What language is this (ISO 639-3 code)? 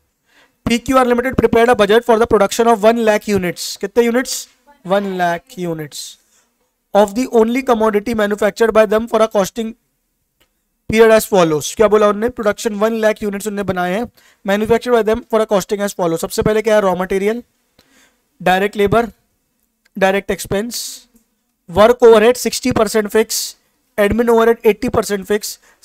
hin